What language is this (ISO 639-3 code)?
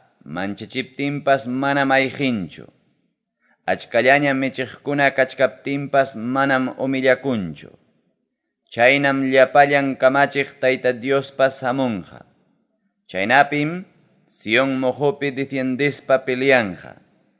quy